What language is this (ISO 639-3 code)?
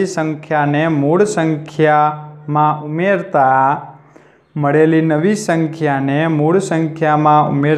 guj